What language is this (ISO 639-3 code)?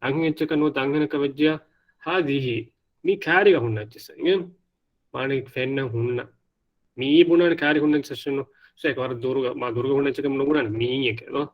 div